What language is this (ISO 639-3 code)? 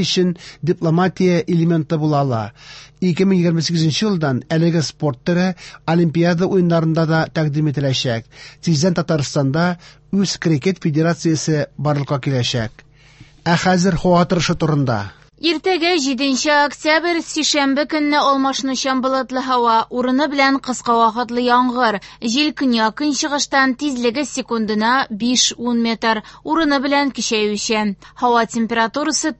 tat